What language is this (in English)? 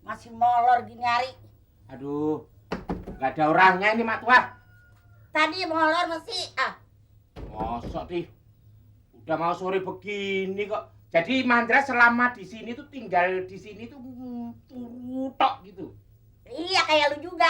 Betawi